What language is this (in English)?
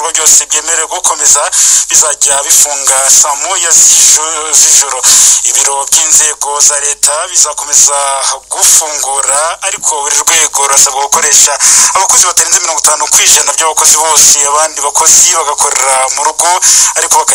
Kinyarwanda